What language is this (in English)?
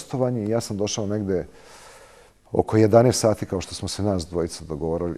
Serbian